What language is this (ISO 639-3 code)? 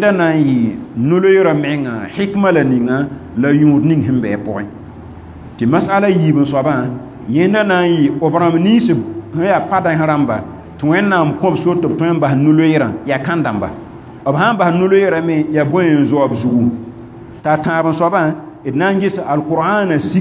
mos